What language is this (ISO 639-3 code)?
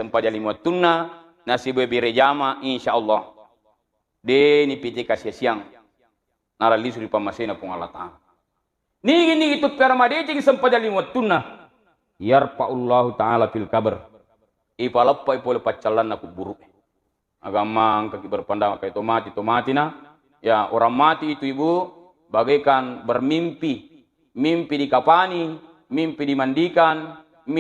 bug